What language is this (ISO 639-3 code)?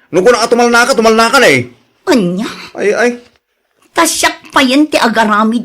ilo